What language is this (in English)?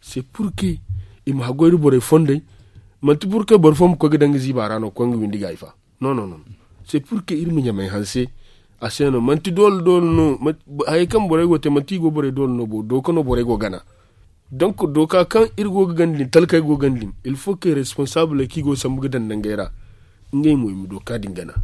Zarma